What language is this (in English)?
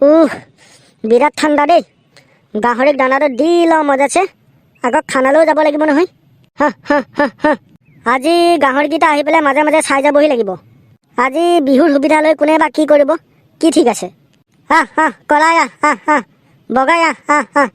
Assamese